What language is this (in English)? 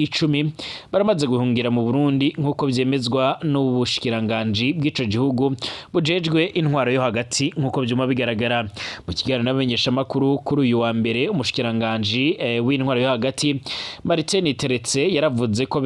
Rundi